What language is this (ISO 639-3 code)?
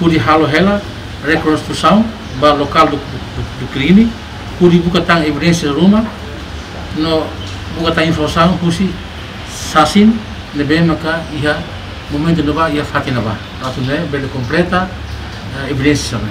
tet